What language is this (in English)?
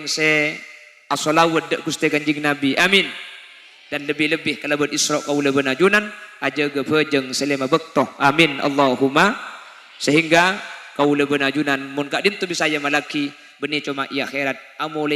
Madurese